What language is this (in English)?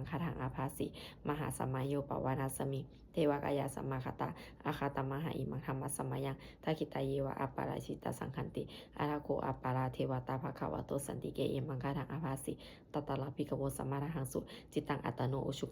Pali